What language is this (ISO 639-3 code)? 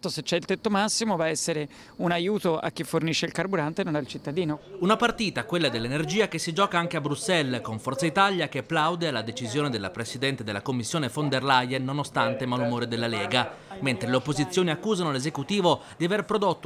ita